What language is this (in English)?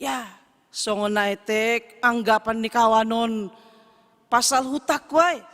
Batak Simalungun